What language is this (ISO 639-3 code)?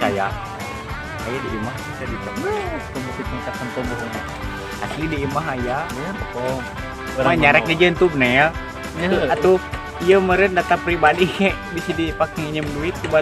sun